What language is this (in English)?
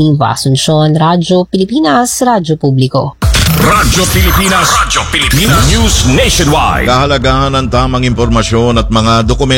Filipino